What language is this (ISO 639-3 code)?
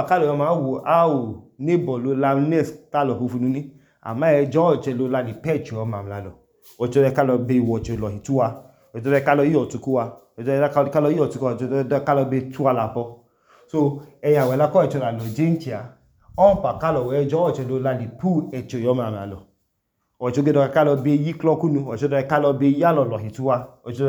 idu